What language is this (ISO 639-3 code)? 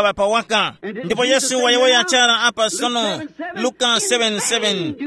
tum